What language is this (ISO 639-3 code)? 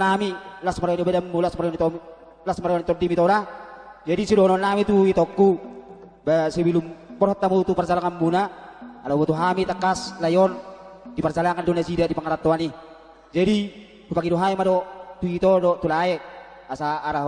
bbc